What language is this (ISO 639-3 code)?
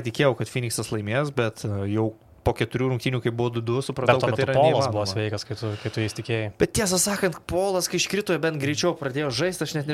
lit